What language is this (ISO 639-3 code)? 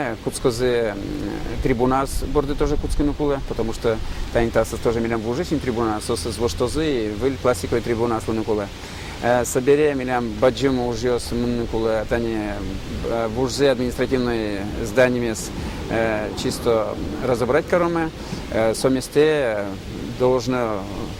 udm